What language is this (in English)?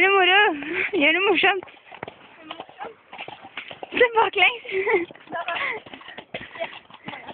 Norwegian